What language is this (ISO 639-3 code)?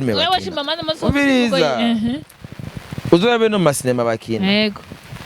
run